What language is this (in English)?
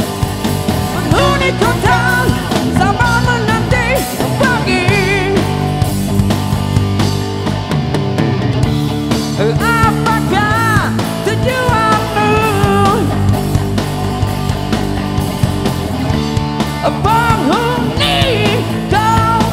Malay